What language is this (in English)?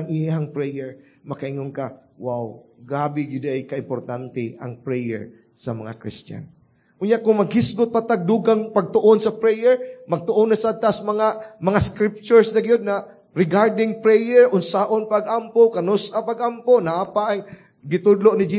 Cebuano